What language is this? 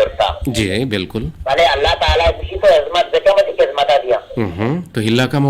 Eastern Balochi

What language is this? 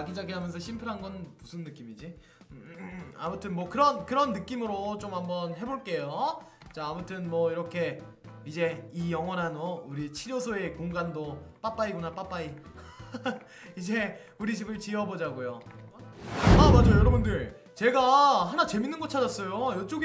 Korean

